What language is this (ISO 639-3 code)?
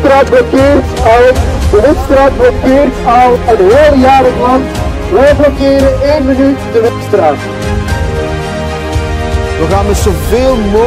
nld